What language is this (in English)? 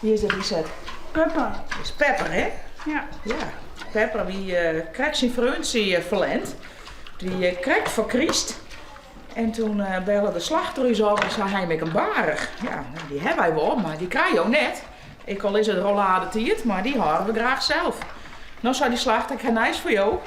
Western Frisian